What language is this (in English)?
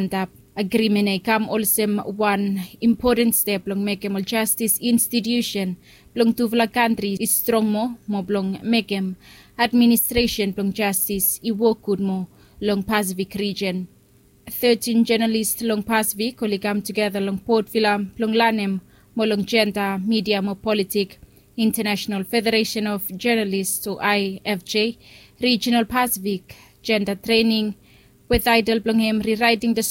Bislama